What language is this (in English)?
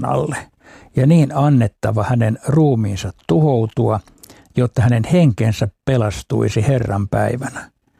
Finnish